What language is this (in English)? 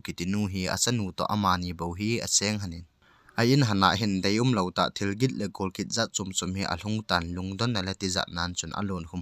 Thado Chin